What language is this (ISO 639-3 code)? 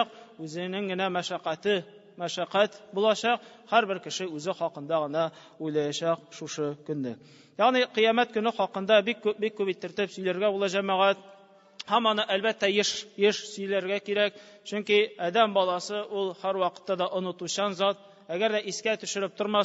tat